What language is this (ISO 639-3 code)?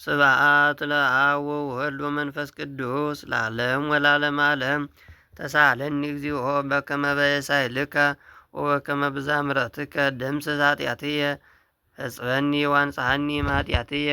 gez